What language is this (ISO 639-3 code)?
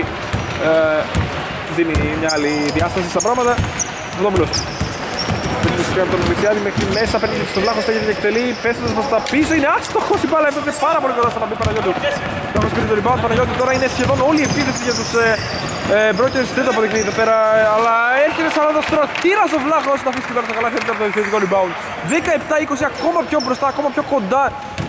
ell